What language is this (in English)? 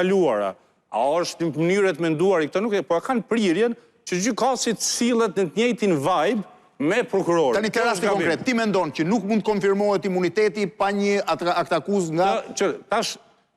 Albanian